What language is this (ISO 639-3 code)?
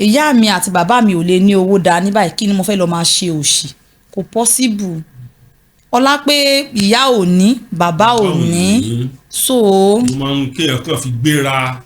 yor